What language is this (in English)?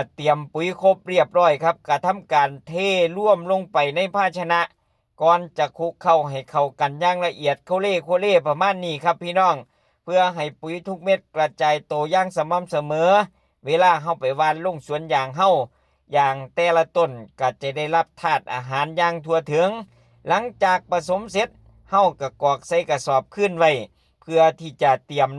Lao